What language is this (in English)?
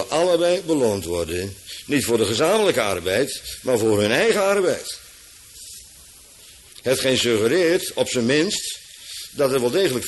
Dutch